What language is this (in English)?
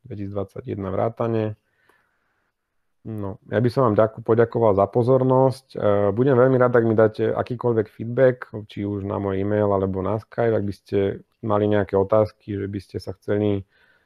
Slovak